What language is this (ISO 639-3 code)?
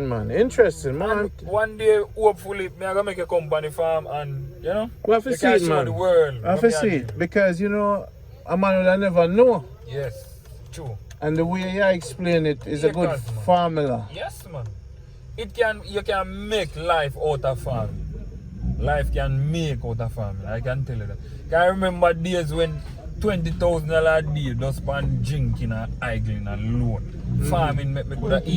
jam